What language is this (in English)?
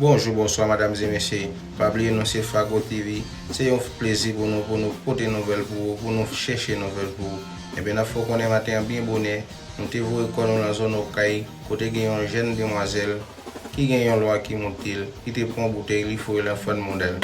Haitian Creole